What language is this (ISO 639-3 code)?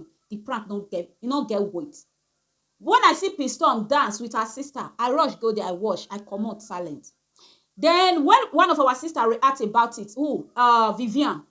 pcm